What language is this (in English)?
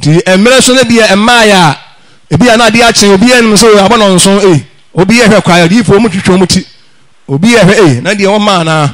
Akan